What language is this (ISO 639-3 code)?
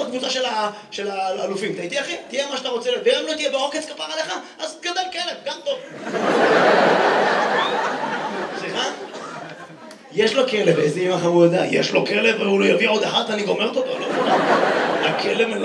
heb